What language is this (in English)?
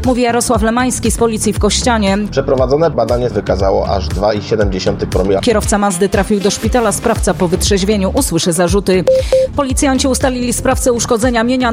Polish